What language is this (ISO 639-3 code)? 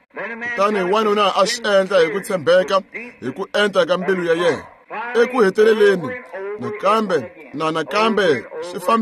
tso